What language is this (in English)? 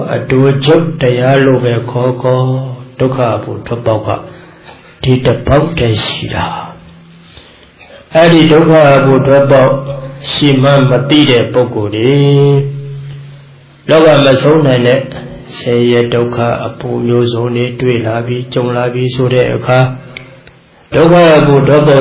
Burmese